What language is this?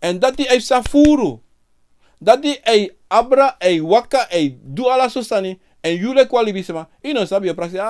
Sranan Tongo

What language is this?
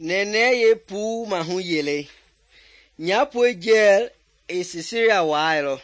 Mende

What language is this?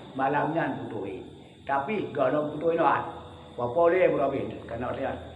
Achinese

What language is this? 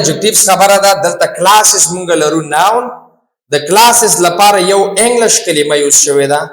Pashto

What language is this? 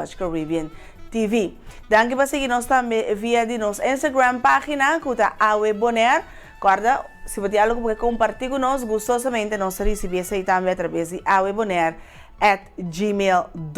Papiamento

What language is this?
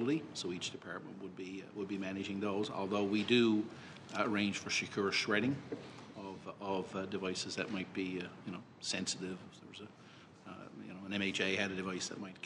English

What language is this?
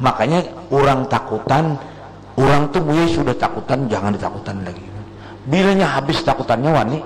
Banjar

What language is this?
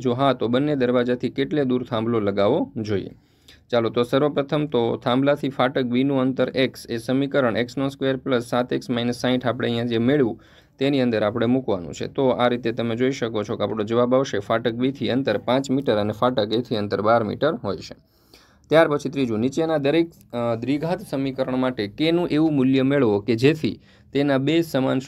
Gujarati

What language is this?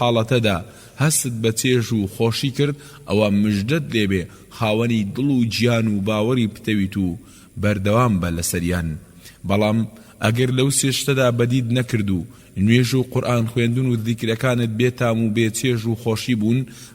Central Kurdish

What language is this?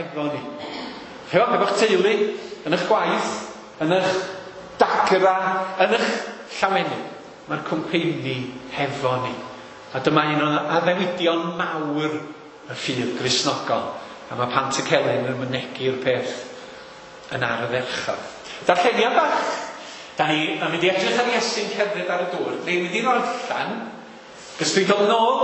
Welsh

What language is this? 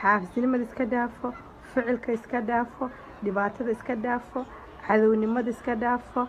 Somali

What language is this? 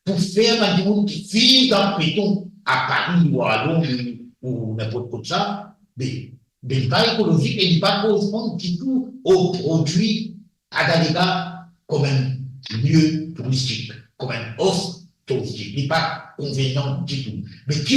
Morisyen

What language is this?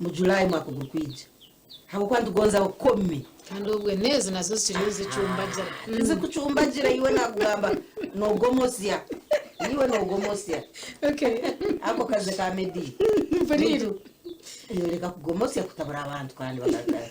Nyankole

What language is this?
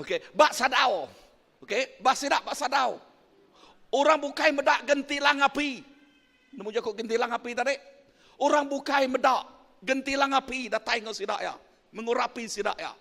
Iban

